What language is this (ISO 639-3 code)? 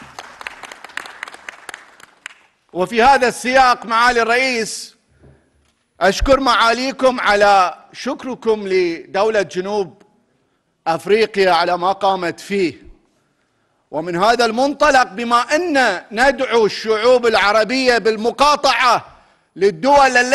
ara